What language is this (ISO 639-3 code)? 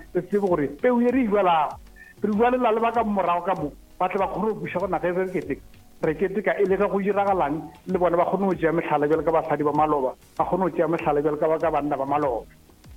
nso